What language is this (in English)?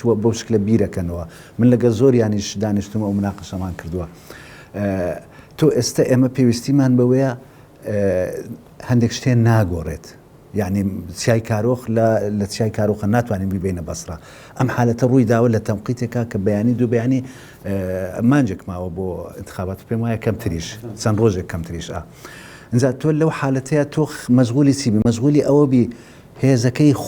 Central Kurdish